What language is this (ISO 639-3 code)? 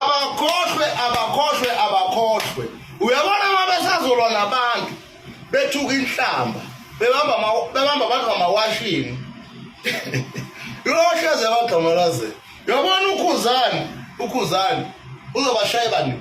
zul